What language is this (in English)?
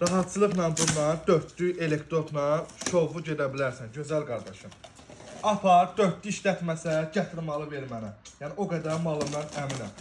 Azerbaijani